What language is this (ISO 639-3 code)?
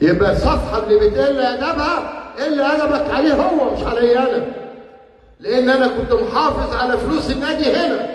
arz